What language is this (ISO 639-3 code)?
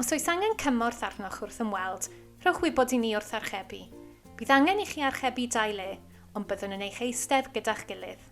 cym